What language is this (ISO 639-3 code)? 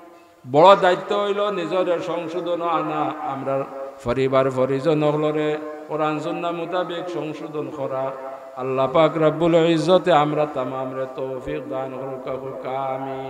syl